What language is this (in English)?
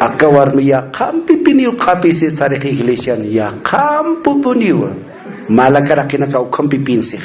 Aymara